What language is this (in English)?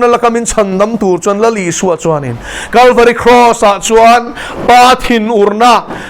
Mizo